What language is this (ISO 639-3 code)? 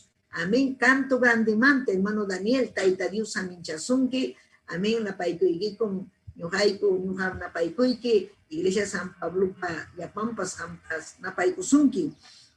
quy